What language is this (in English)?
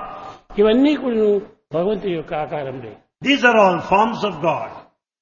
Telugu